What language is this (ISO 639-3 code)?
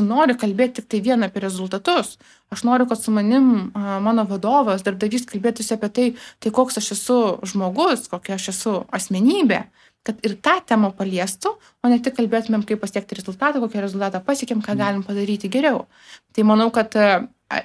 lit